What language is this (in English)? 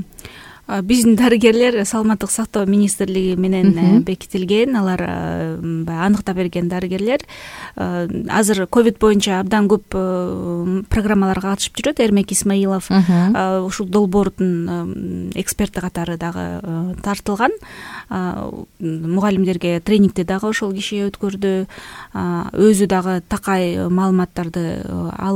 Kyrgyz